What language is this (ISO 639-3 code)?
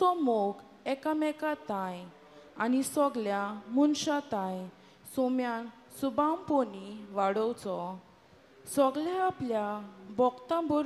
kok